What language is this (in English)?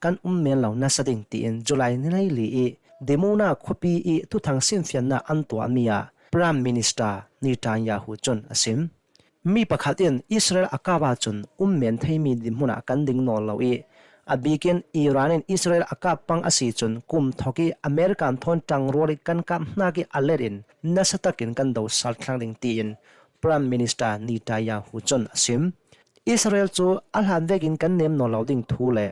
Hakha Chin